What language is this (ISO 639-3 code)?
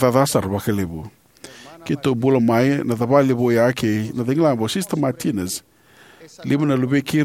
fij